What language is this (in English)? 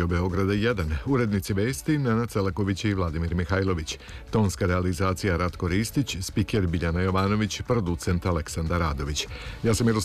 Serbian